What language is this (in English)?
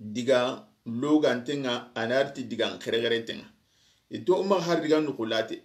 Soninke